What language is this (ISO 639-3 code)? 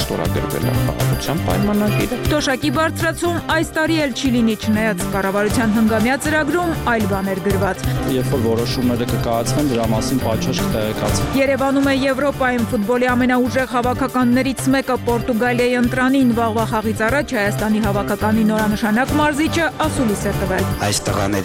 hye